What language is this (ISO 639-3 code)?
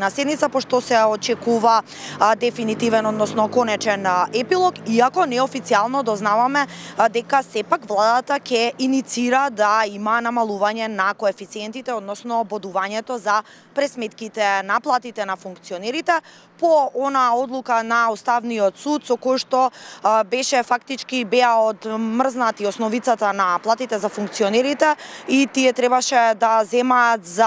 mkd